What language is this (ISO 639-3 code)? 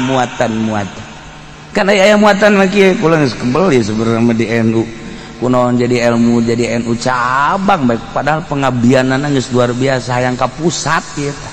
sun